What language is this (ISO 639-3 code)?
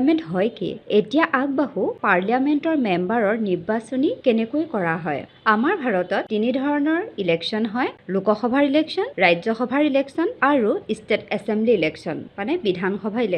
asm